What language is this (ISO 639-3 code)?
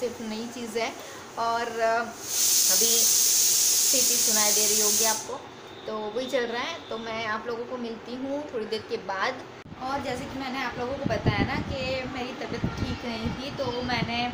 hin